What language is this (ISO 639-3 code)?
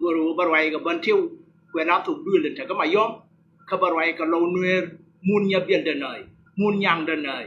nus